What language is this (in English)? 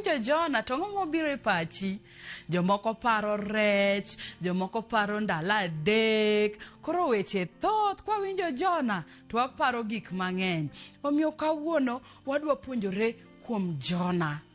Luo (Kenya and Tanzania)